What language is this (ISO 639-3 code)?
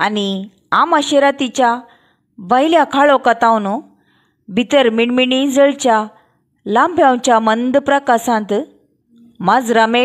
kok